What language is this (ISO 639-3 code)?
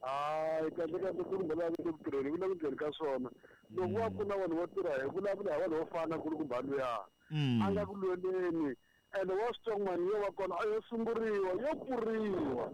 tso